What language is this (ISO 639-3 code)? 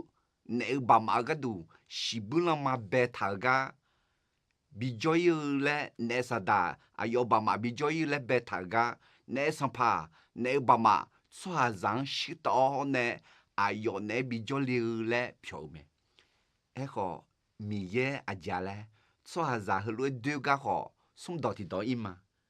ahk